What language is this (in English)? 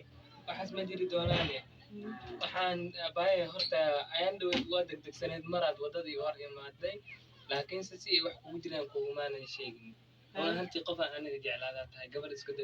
Somali